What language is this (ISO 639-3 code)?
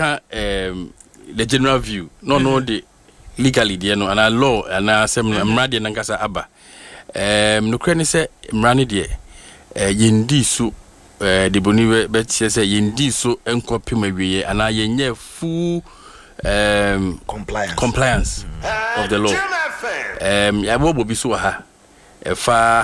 aka